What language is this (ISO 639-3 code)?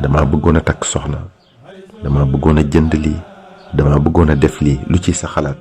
wol